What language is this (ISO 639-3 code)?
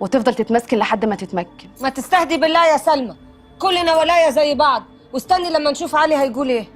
arz